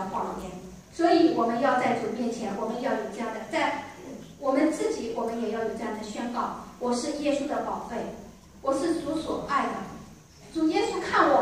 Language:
Chinese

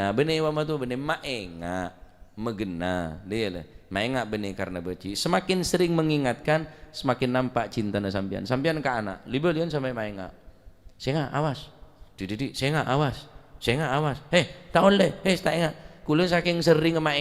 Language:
Madurese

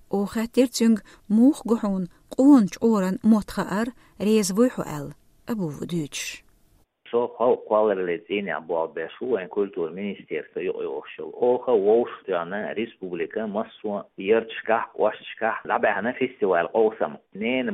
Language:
Chechen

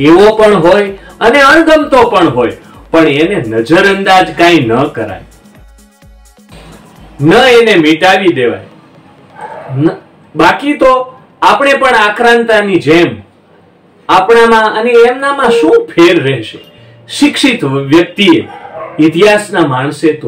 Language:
Gujarati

